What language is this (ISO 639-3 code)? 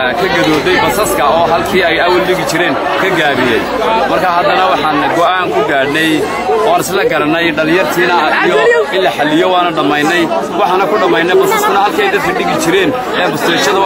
som